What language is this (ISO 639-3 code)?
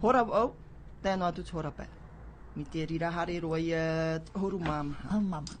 tah